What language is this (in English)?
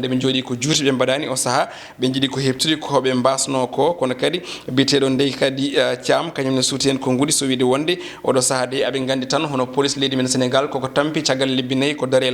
Fula